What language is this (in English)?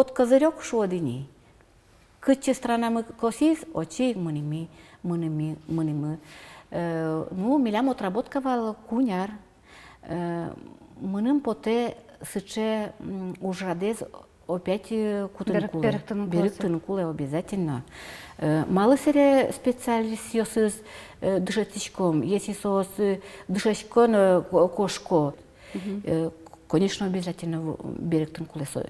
Udmurt